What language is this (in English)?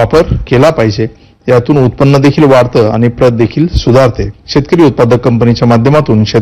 Marathi